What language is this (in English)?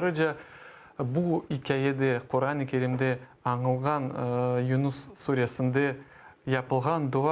Crimean Tatar